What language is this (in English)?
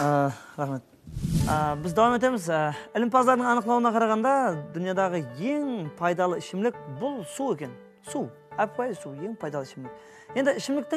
Kara-Kalpak